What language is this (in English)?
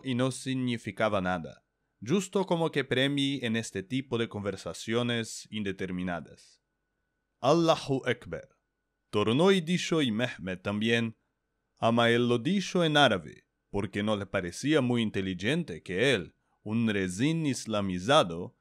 Ladino